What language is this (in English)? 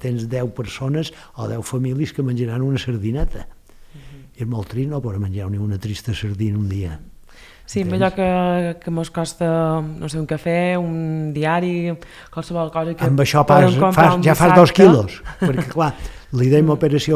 Catalan